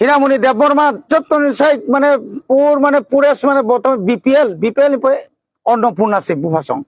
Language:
Kok Borok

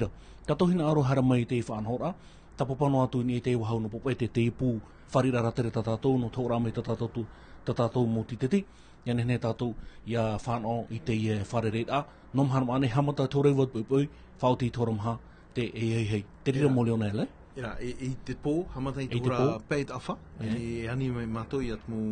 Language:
Tahitian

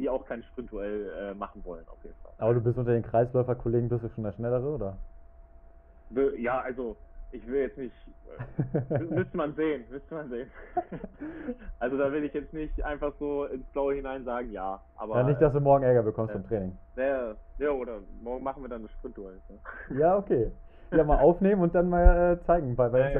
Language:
German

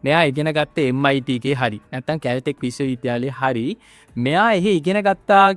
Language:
Sinhala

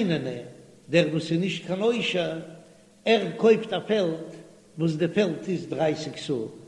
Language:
Yiddish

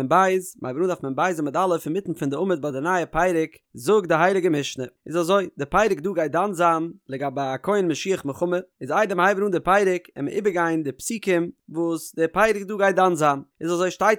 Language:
Yiddish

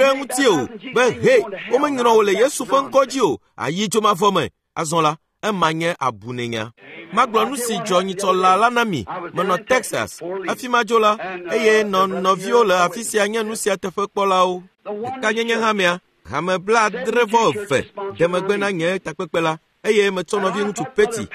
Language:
Ewe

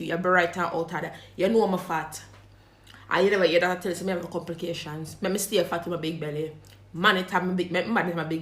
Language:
Jamaican Creole English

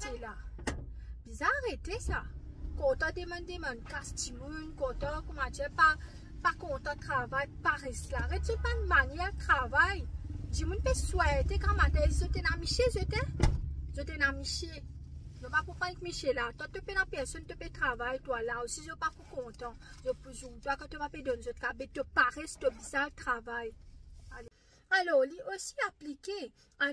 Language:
Morisyen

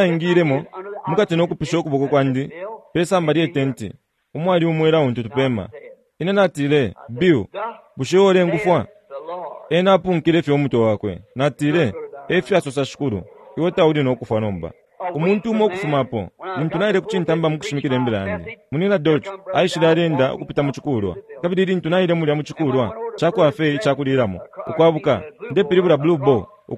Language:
Bemba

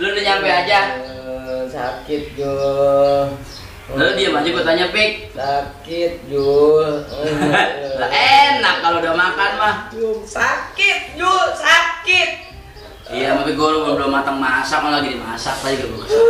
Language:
Betawi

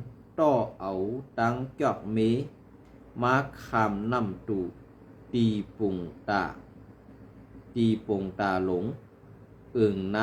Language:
Shan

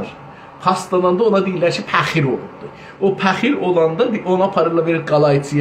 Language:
South Azerbaijani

